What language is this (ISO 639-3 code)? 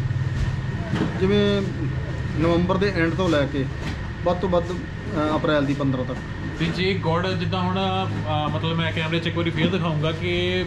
pan